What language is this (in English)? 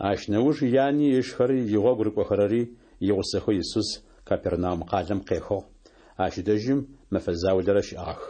Adyghe